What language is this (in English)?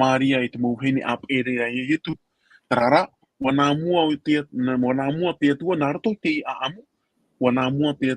Tahitian